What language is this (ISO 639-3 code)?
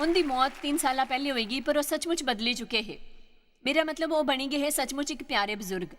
doi